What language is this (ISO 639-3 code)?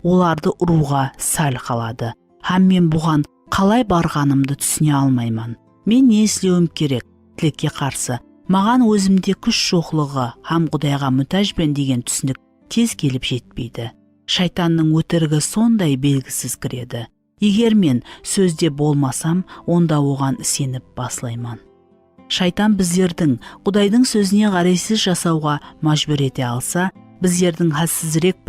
kaa